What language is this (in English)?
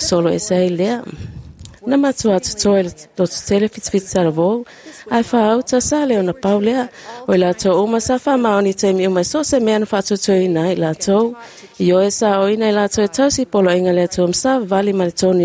Samoan